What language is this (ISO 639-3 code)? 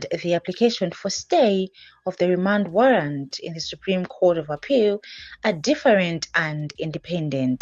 eng